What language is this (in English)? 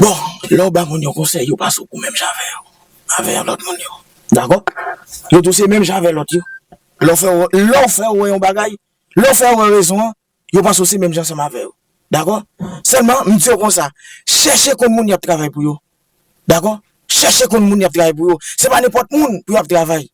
Haitian Creole